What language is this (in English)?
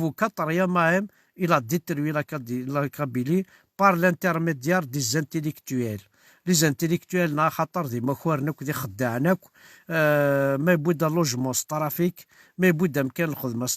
Kabyle